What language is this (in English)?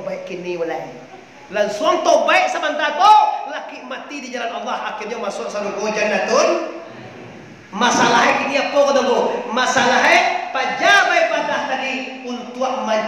Minangkabau